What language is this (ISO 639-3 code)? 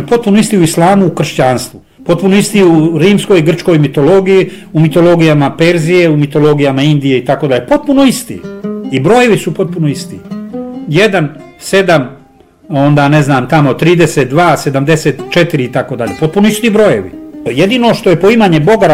bos